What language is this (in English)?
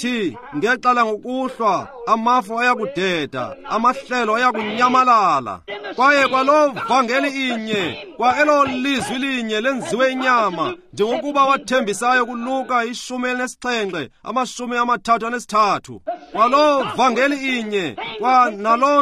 Xhosa